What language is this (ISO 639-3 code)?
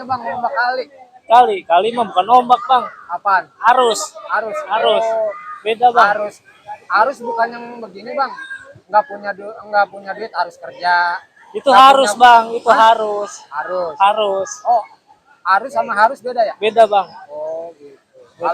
bew